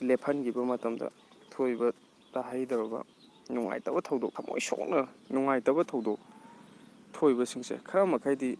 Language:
Manipuri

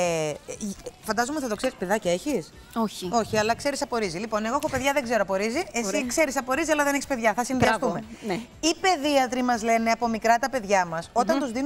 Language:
Greek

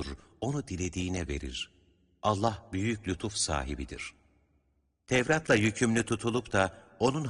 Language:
Turkish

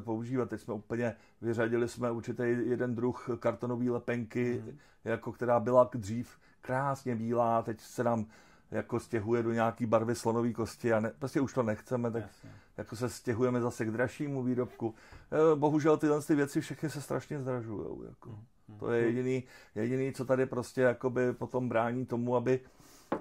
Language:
Czech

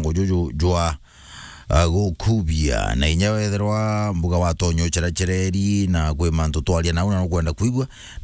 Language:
Meru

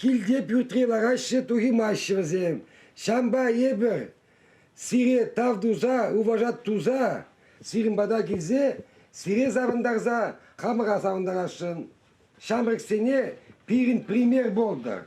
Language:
Chuvash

